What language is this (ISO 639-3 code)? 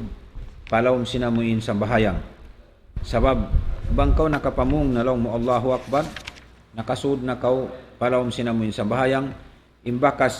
tsg